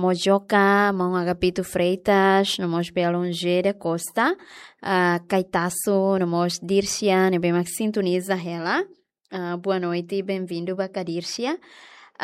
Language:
Tetum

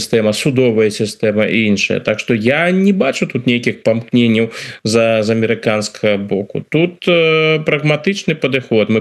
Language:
Belarusian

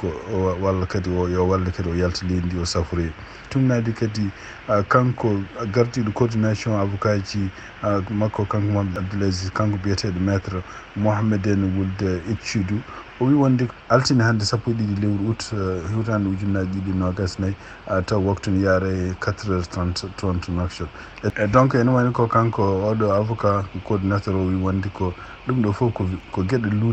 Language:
Fula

